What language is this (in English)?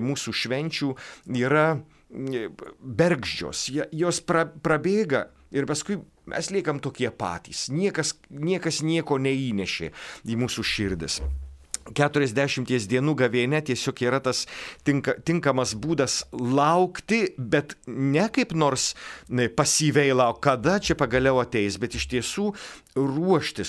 Lithuanian